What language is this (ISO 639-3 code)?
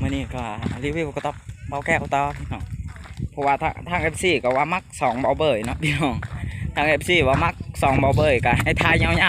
lao